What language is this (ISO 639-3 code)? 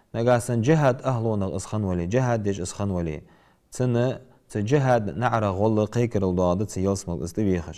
inh